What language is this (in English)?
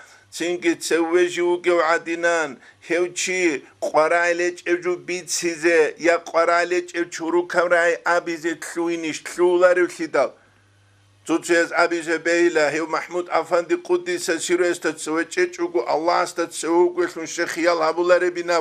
Avaric